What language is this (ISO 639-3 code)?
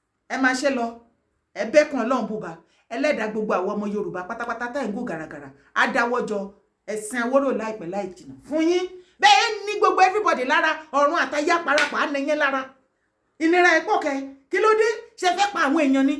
yor